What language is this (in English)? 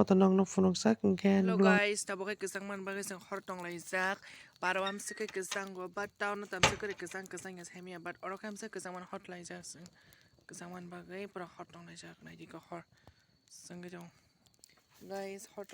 Kok Borok